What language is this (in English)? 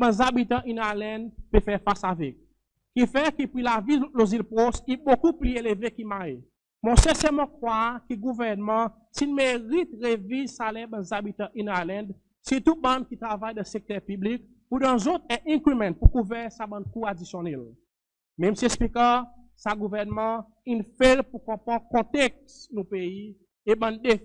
Seselwa Creole French